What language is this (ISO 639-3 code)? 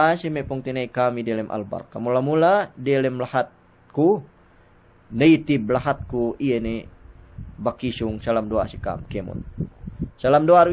yka